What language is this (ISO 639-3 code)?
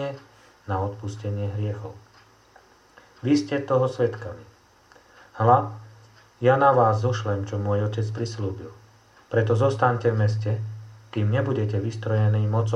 slk